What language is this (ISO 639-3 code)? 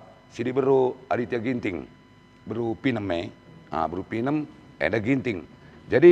btx